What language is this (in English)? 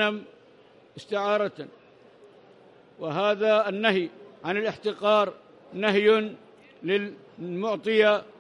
Arabic